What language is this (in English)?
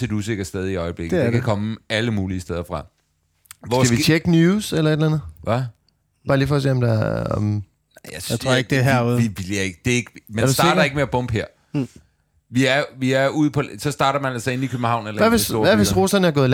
Danish